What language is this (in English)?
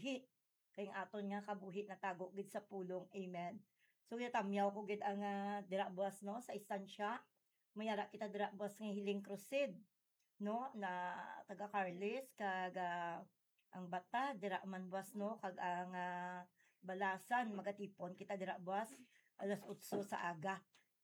Hiligaynon